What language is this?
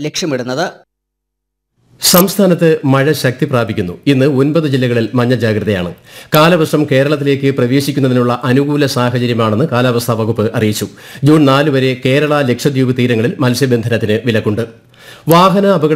Malayalam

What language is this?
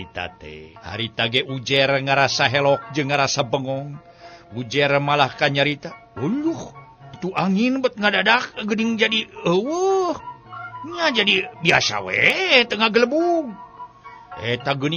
Sundanese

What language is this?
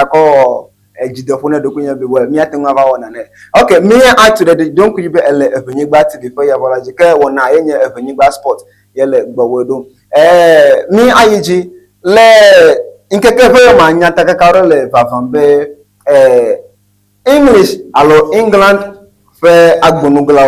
Ewe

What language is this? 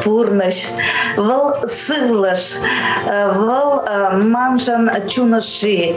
Chuvash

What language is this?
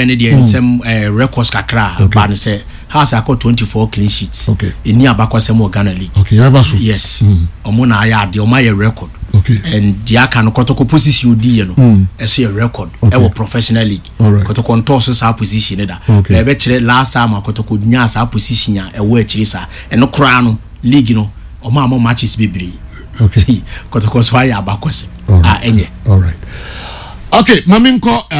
Akan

